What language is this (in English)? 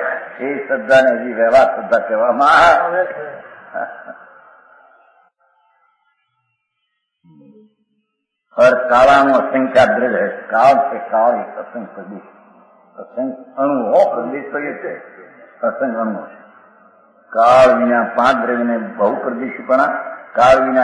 Gujarati